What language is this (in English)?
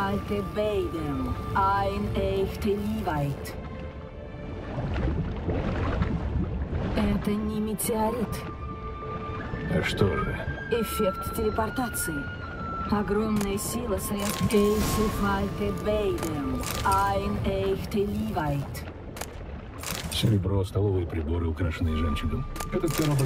Russian